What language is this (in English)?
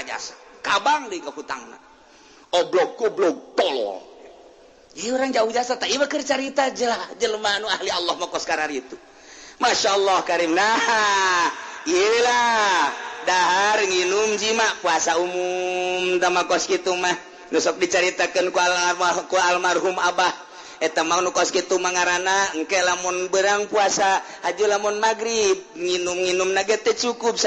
Sundanese